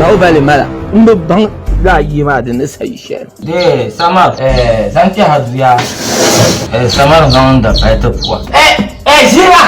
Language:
Dagbani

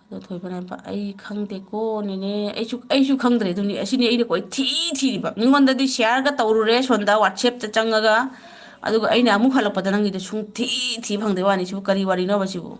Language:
Manipuri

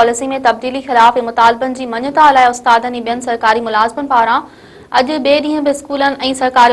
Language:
Sindhi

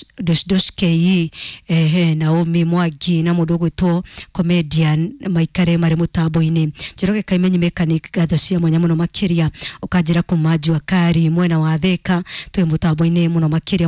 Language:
Kikuyu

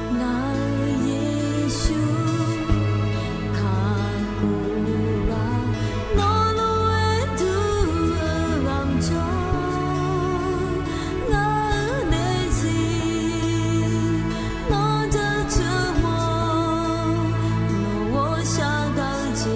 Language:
Akha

